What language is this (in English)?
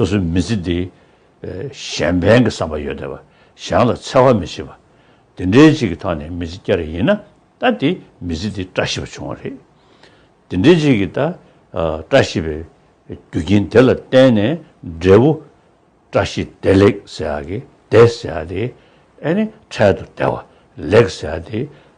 Tibetan